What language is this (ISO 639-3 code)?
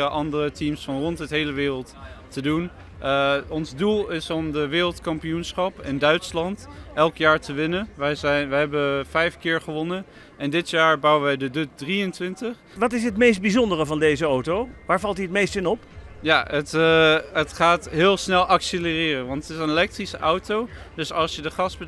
nld